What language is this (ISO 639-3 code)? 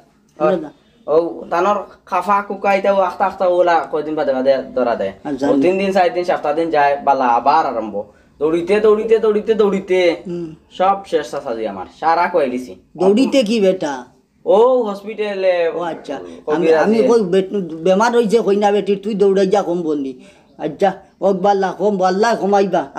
syl